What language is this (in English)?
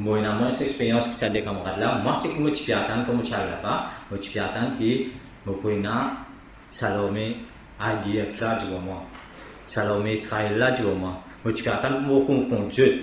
Morisyen